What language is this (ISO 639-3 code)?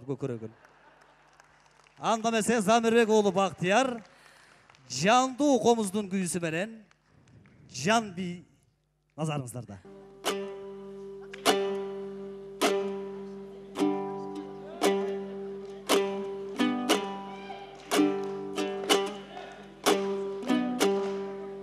kir